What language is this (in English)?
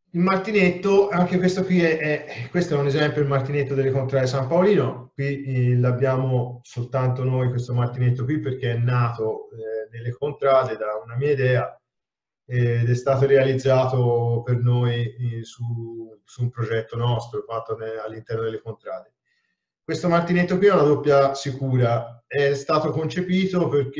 Italian